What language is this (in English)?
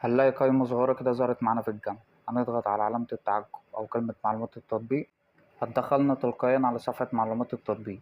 Egyptian Arabic